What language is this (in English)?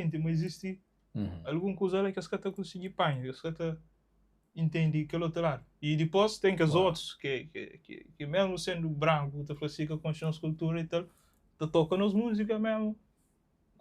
Kabuverdianu